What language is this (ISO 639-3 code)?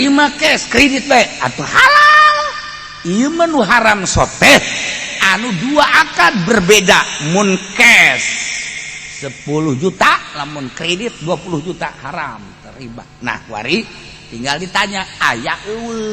sun